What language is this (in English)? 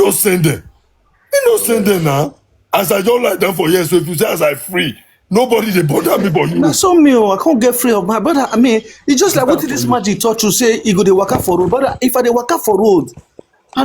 Nigerian Pidgin